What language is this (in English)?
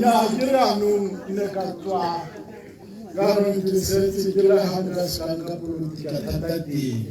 Tswana